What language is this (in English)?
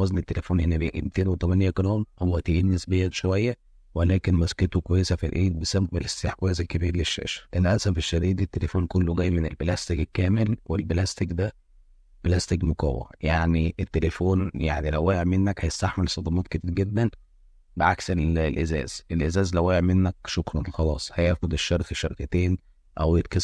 Egyptian Arabic